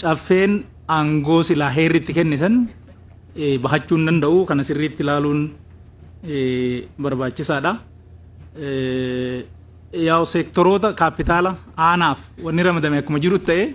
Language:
Oromo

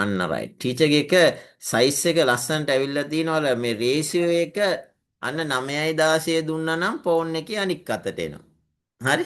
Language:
Sinhala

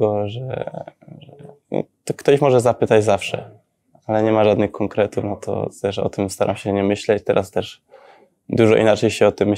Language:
Polish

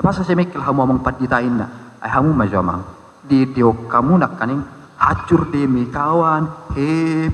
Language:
Batak Toba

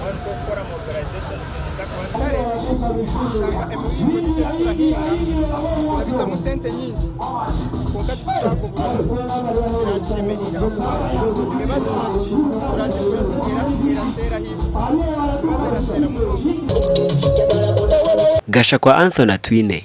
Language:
Nyankole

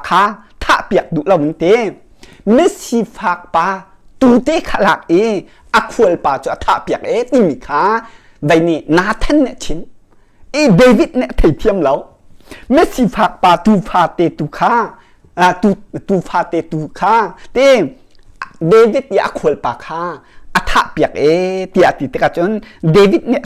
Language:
Hakha Chin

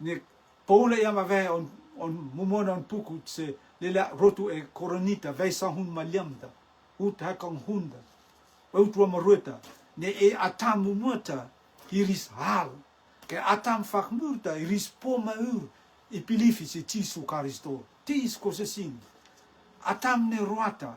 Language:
Rotuman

